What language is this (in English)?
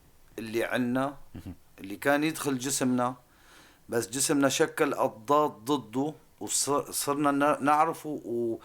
North Levantine Arabic